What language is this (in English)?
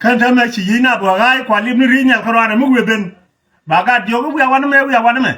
Nuer